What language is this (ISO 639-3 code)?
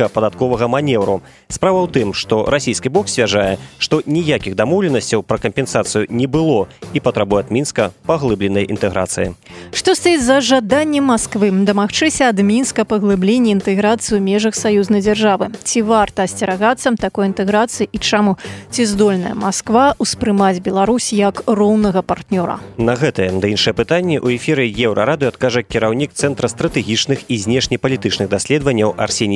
bel